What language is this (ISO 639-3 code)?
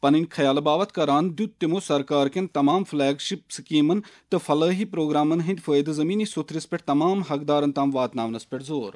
kas